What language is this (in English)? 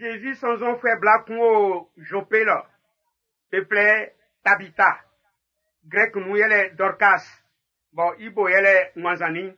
Baoulé